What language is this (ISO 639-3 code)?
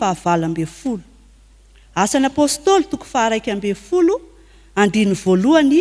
mlg